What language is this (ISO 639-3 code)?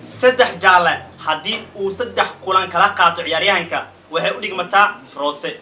som